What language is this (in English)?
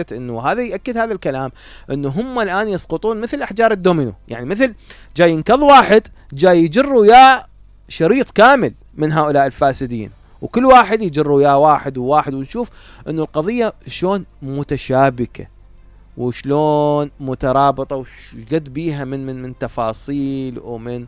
Mesopotamian Arabic